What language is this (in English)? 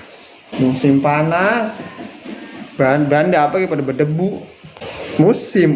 Betawi